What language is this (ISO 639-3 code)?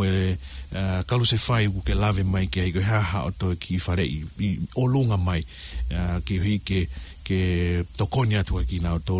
ton